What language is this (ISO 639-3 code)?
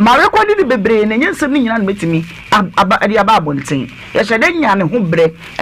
aka